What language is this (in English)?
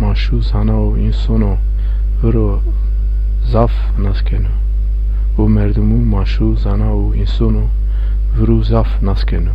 Zaza